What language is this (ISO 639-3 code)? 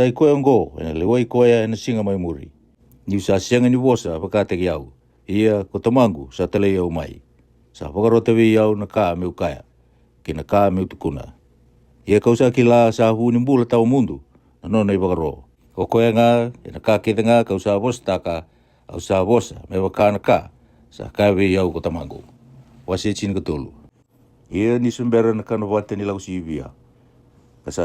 fij